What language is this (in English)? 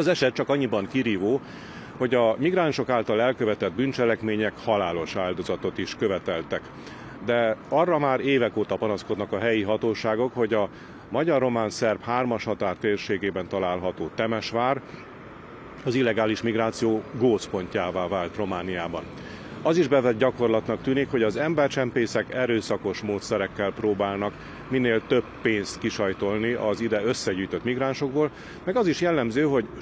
Hungarian